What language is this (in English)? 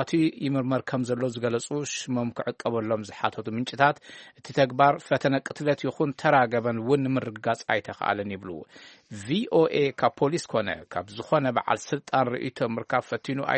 Tigrinya